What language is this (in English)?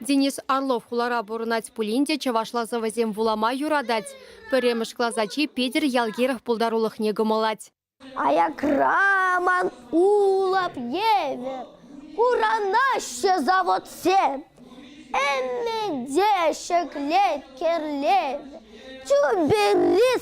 Chuvash